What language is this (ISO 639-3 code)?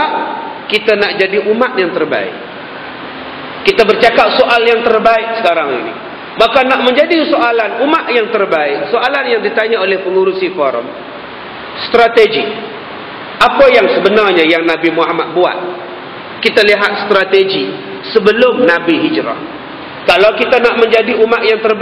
msa